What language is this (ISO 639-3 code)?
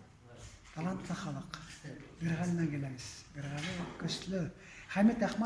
bak